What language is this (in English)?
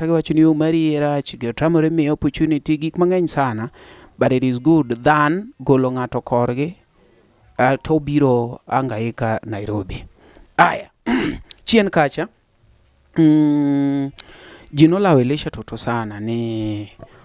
Luo (Kenya and Tanzania)